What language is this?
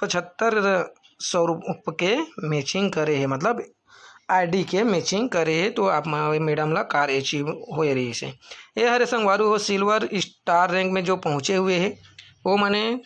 Chhattisgarhi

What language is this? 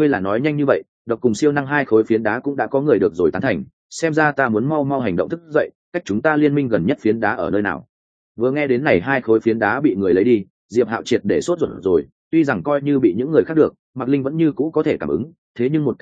Vietnamese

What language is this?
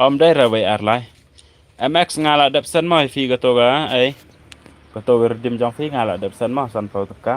Khasi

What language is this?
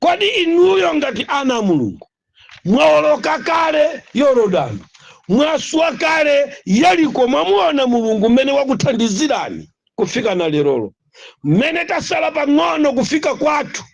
Nyanja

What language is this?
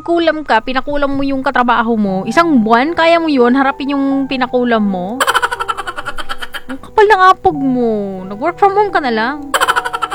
Filipino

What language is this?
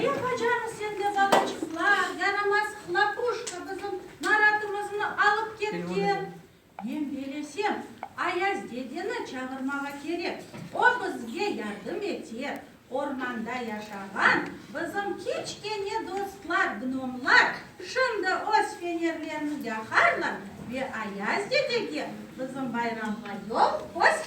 Crimean Tatar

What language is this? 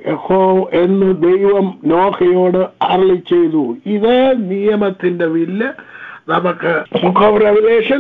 Malayalam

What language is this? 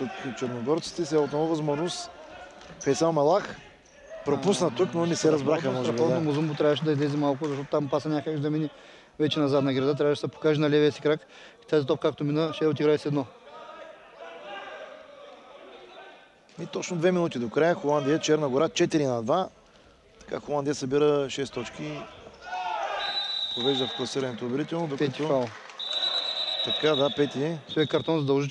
Bulgarian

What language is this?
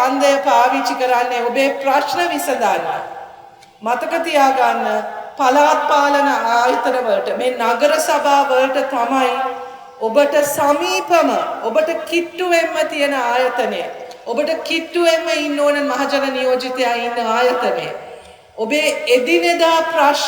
Sinhala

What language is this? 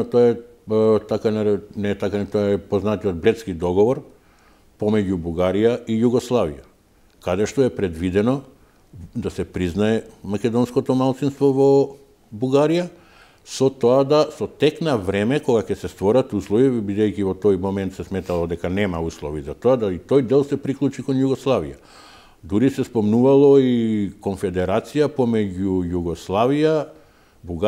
Macedonian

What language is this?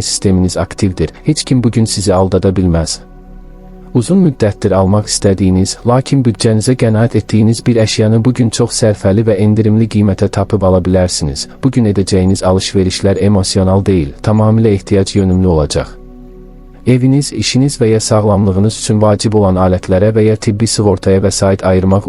Azerbaijani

